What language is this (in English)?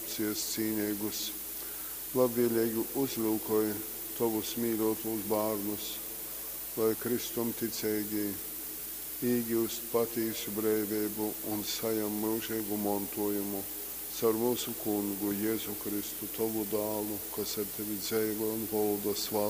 Latgalian